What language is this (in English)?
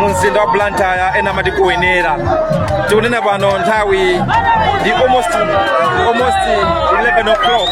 Nyanja